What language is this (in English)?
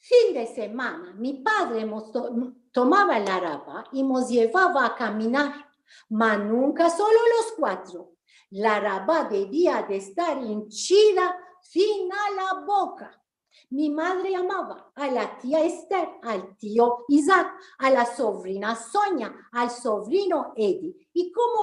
Ladino